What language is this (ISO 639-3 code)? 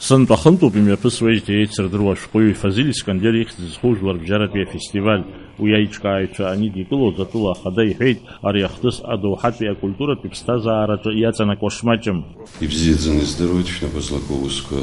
abk